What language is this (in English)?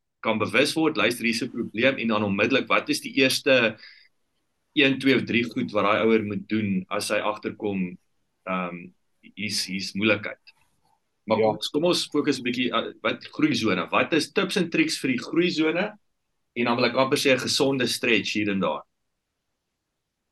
Afrikaans